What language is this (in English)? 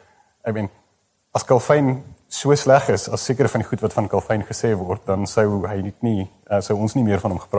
Afrikaans